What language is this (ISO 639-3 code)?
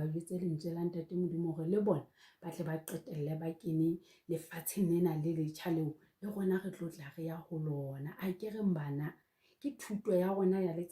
sot